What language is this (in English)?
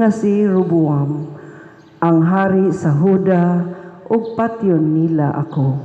Cebuano